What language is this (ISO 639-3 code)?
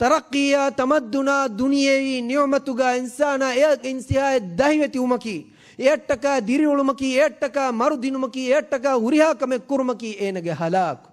div